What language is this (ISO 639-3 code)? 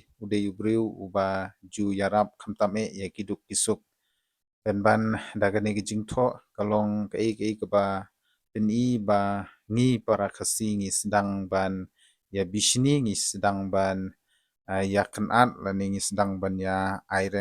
kha